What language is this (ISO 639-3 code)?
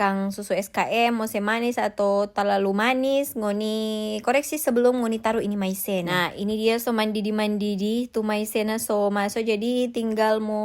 xmm